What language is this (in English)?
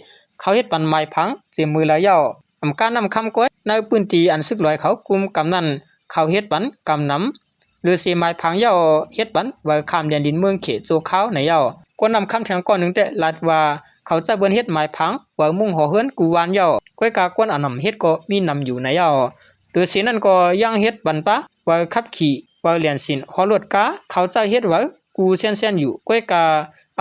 Shan